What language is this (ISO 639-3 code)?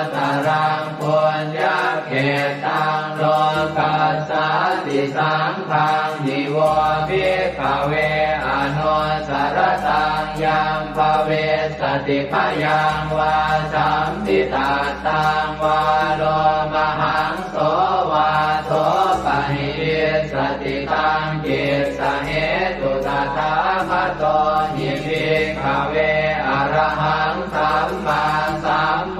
pli